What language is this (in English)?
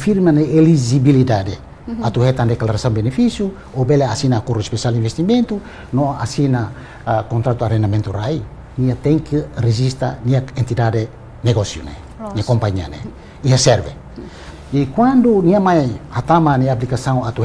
Tetum